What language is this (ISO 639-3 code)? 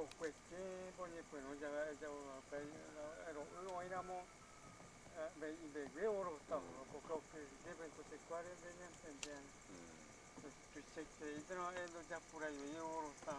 grn